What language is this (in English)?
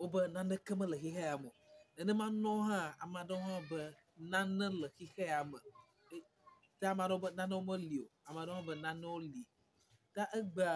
Ewe